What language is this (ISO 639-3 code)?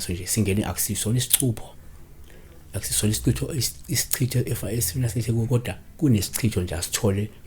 zul